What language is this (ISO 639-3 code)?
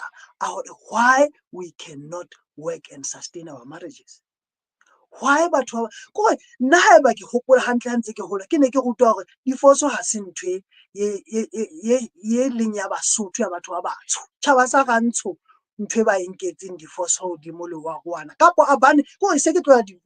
sot